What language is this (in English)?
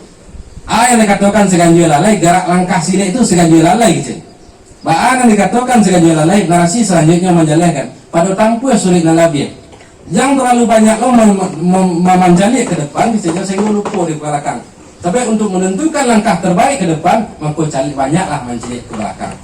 Minangkabau